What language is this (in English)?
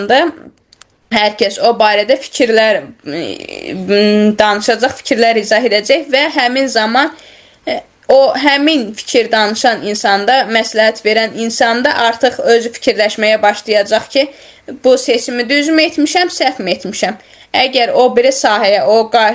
Azerbaijani